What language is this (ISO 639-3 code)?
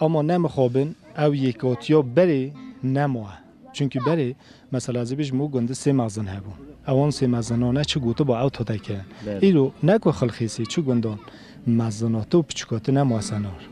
kur